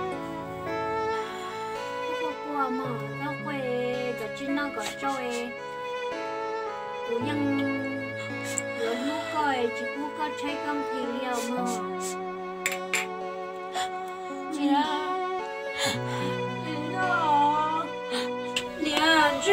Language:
Vietnamese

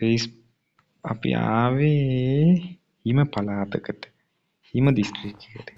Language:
Sinhala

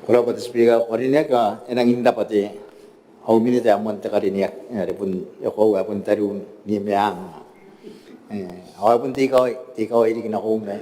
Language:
Gilbertese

